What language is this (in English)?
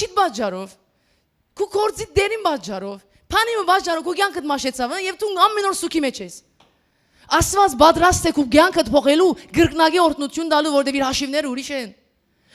Western Armenian